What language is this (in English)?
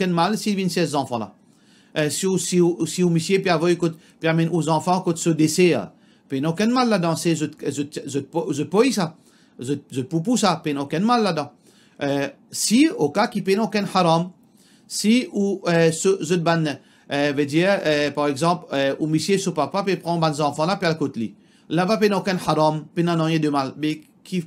Morisyen